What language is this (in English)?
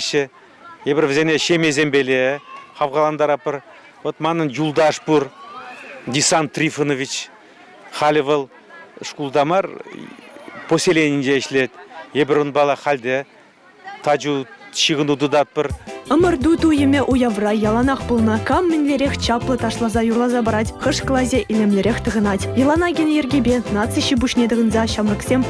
Chuvash